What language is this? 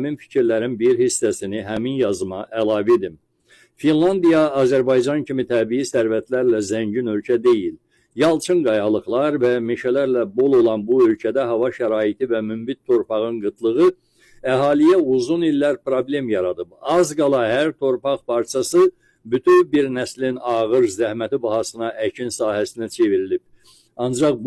Azerbaijani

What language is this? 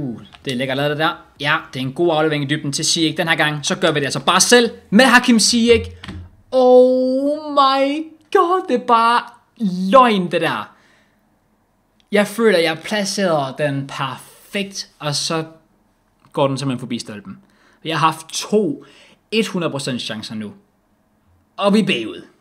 Danish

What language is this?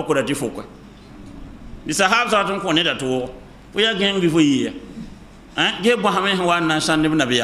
Mossi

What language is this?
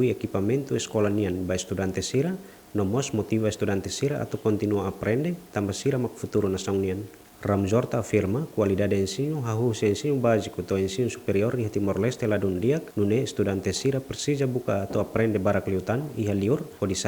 Tetum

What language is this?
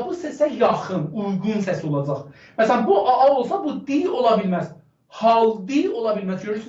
South Azerbaijani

